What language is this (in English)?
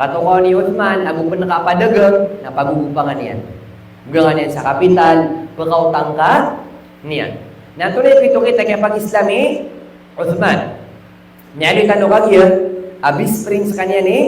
Maranao